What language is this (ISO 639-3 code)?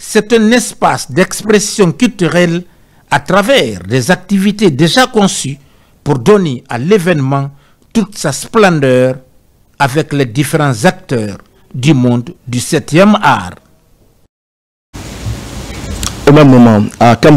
fra